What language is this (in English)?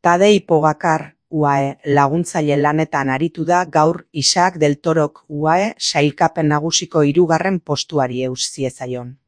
Basque